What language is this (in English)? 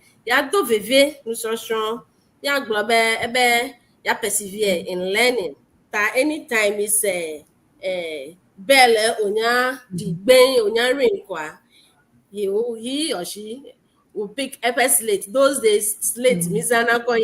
Ewe